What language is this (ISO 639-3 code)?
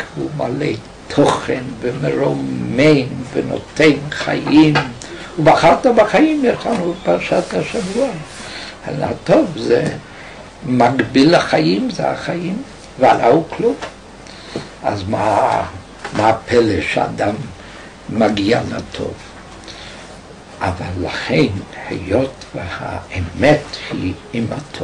heb